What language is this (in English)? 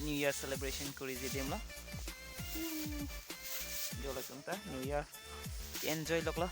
Karbi